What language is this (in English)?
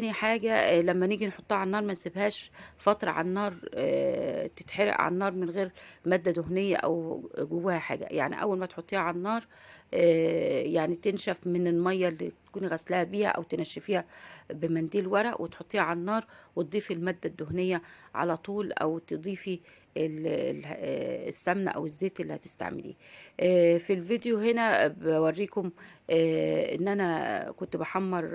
Egyptian Arabic